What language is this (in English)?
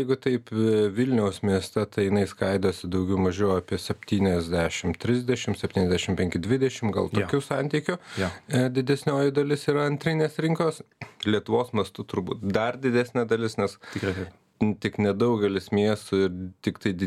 Lithuanian